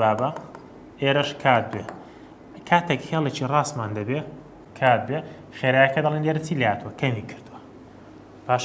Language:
Central Kurdish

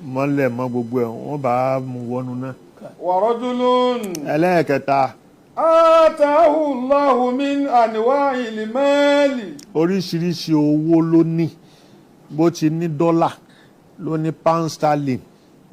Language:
Yoruba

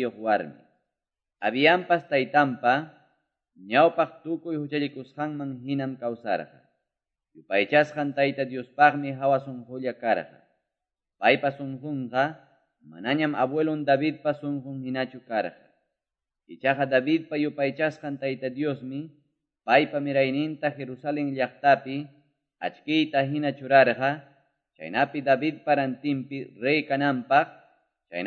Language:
Quechua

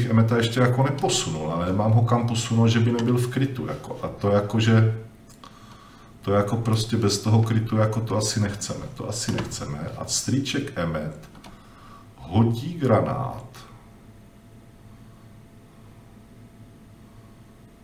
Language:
Czech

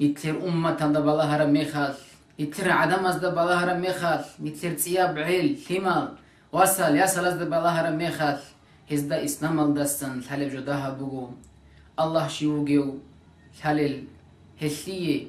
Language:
Avaric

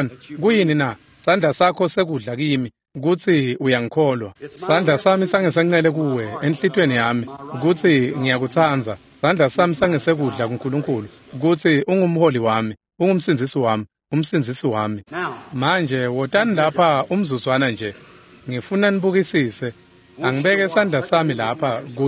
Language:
Swati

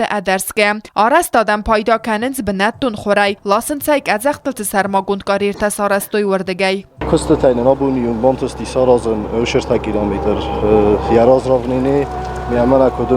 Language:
Ossetic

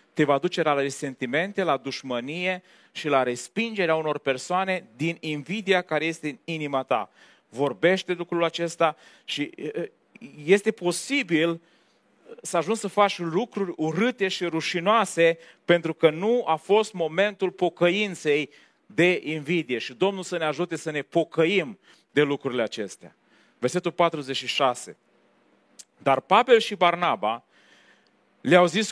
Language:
Romanian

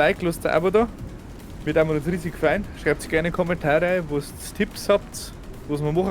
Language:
Bavarian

